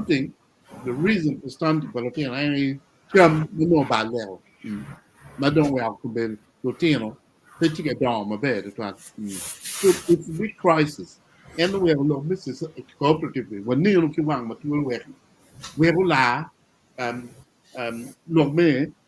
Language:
Acoli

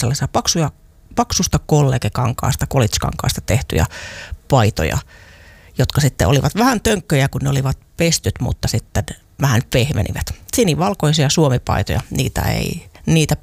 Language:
Finnish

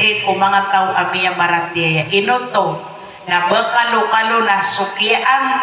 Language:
Maranao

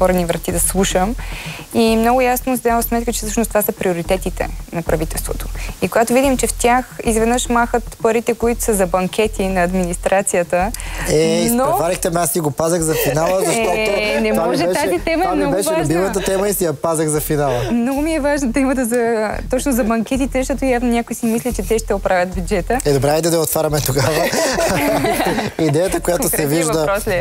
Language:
Bulgarian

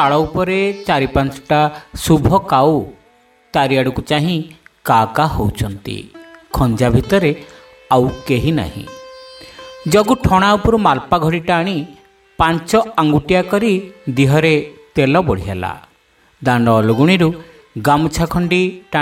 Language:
Odia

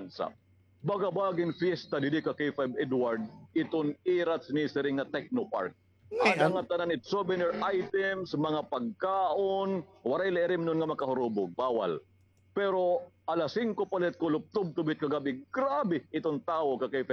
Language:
Waray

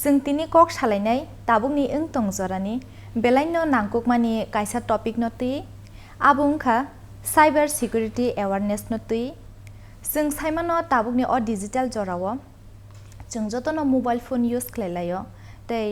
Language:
Kok Borok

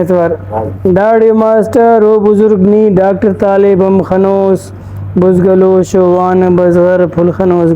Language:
Brahui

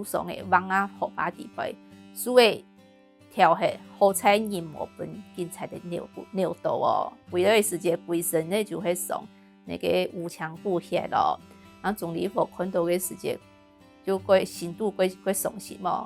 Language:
Hakka Chinese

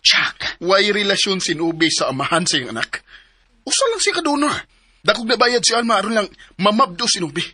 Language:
Cebuano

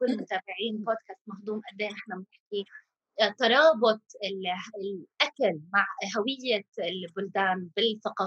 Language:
North Levantine Arabic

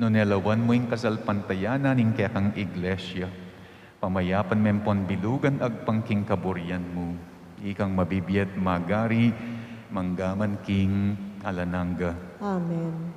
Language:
Pampanga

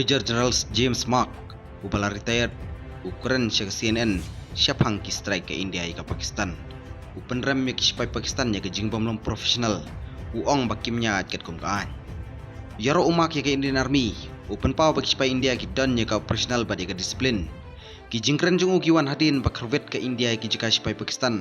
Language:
Khasi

